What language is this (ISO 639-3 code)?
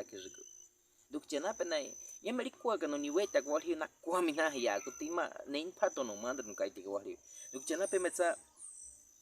bwi